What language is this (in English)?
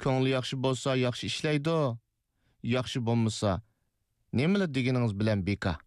Uyghur